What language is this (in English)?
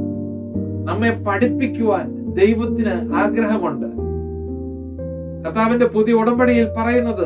Malayalam